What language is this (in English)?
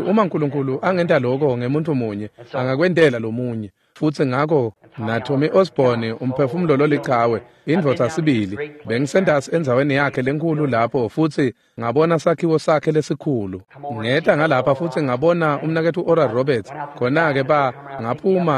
Swati